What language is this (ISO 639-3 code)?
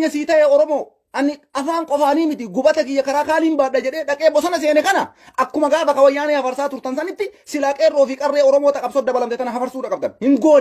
orm